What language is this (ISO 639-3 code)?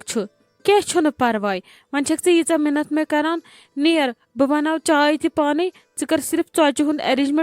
kas